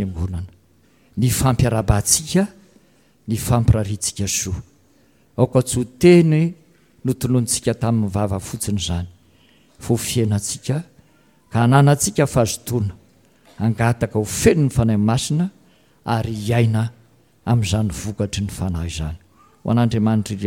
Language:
Malagasy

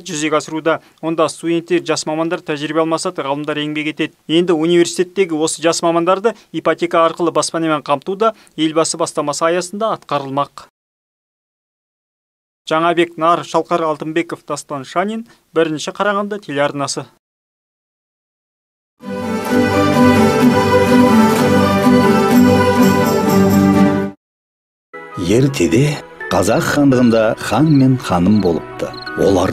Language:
Kazakh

